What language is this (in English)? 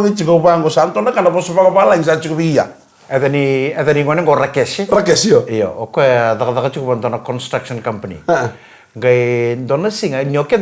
Fijian